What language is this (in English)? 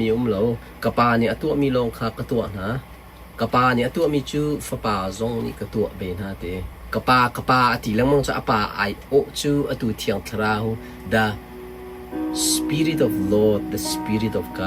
Hakha Chin